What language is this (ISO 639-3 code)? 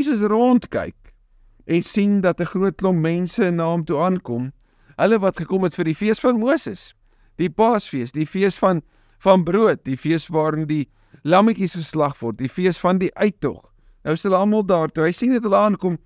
afr